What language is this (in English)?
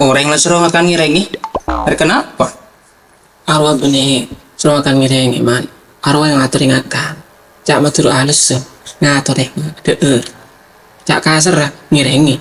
Madurese